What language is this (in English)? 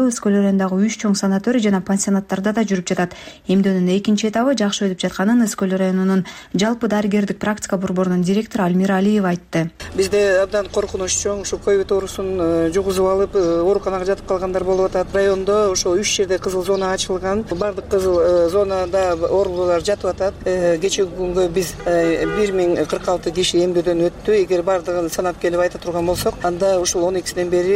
Kyrgyz